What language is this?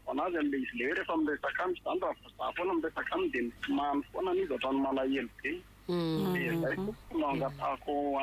Malagasy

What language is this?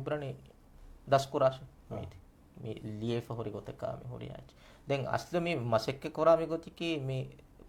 Divehi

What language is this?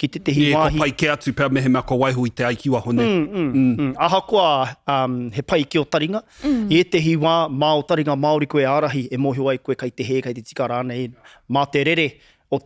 Māori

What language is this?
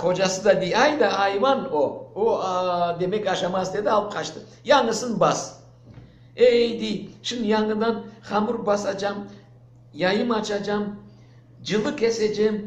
Crimean Tatar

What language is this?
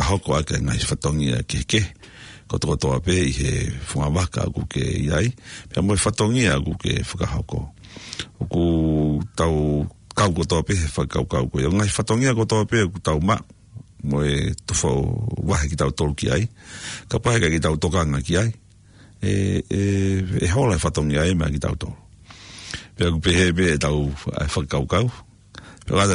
Tongan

